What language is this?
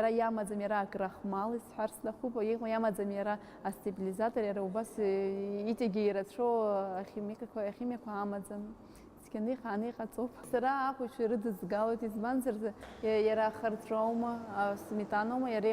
Abkhazian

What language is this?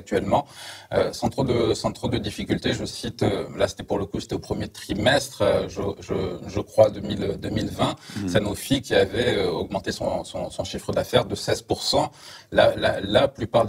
French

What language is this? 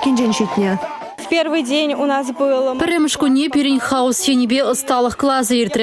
Chuvash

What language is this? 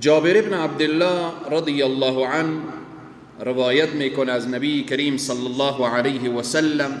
Persian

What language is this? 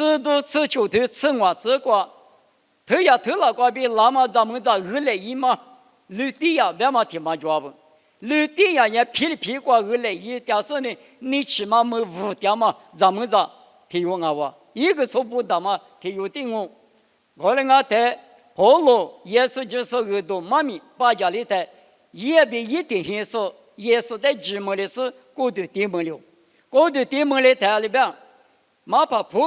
Lisu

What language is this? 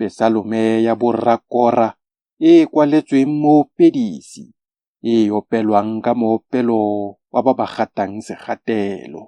Tswana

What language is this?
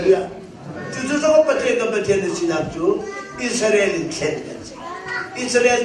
Hakha Chin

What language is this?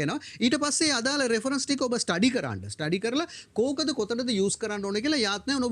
Sinhala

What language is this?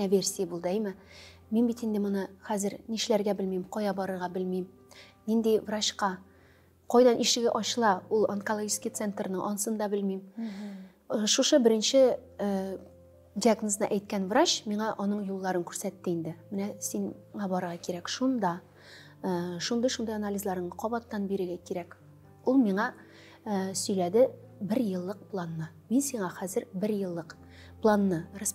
Tatar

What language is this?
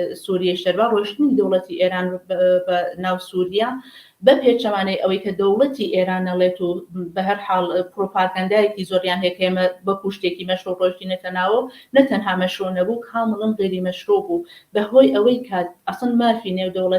Central Kurdish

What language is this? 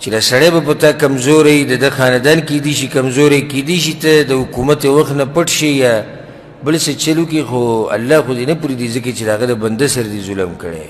Pashto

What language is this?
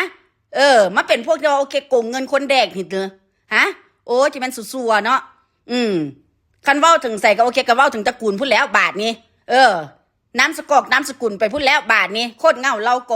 Northeastern Thai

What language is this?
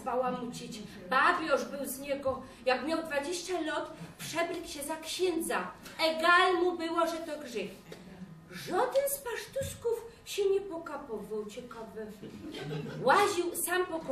Silesian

